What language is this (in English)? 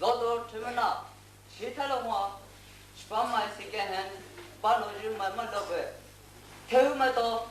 Poumei Naga